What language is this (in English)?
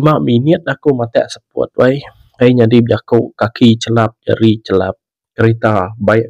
Iban